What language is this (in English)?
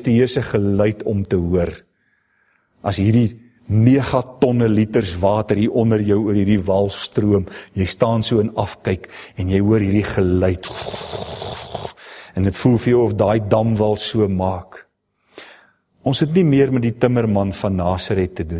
Afrikaans